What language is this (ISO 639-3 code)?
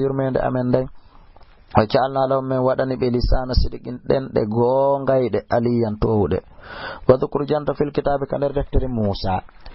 ful